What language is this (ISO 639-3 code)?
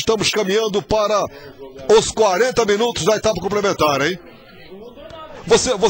por